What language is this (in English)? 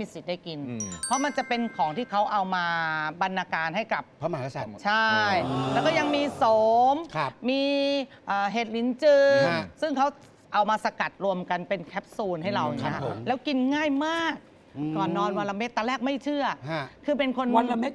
Thai